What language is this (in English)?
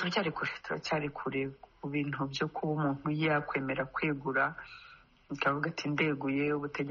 Kinyarwanda